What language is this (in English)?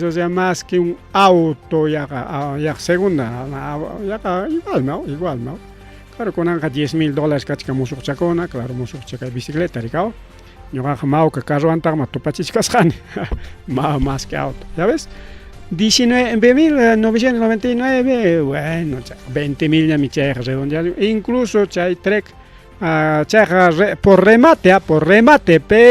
Ayacucho Quechua